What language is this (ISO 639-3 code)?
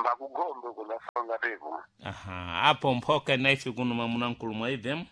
seh